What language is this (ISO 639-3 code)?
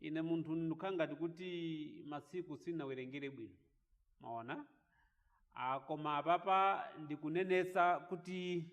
nya